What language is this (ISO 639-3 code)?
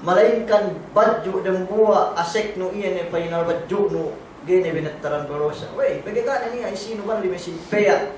yka